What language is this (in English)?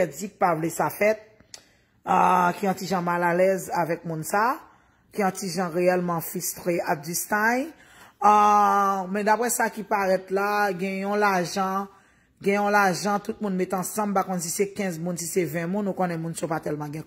Haitian Creole